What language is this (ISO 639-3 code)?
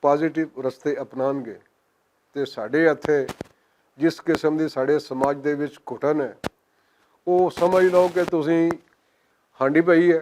lah